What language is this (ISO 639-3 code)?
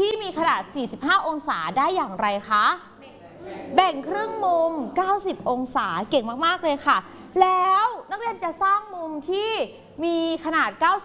tha